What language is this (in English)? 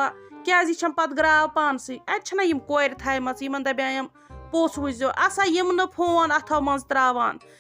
Kashmiri